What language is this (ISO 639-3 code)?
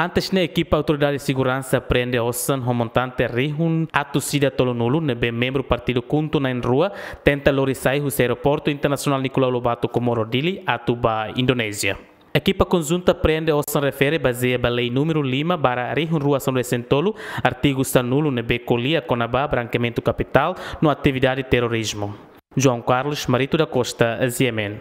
tet